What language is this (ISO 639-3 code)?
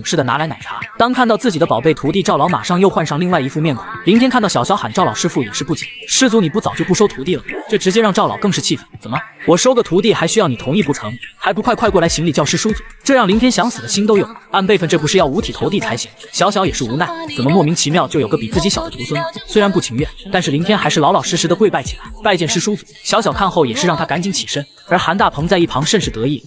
zho